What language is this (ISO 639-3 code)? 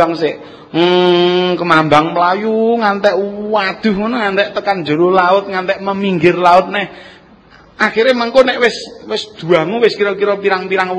jav